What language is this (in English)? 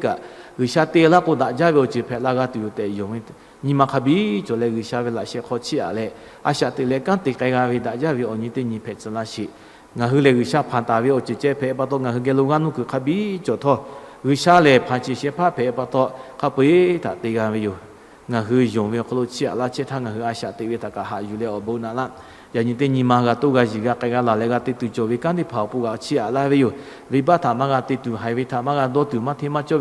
Lahu